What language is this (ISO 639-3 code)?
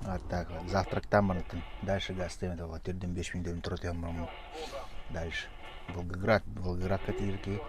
sah